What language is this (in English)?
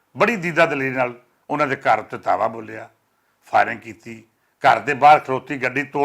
Western Panjabi